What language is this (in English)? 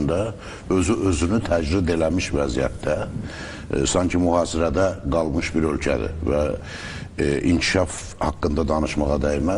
Azerbaijani